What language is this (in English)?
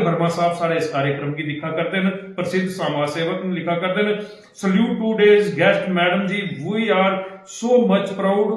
Dogri